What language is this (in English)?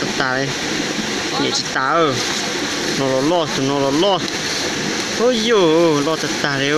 Hmong